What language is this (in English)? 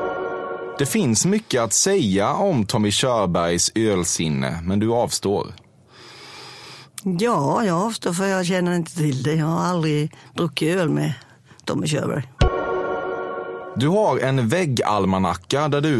Swedish